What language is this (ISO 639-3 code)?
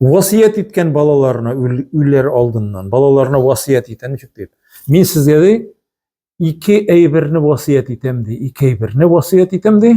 tat